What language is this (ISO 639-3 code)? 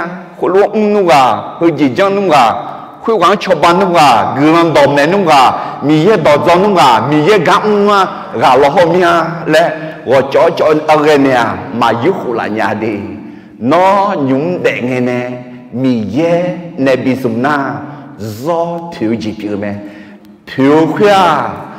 ahk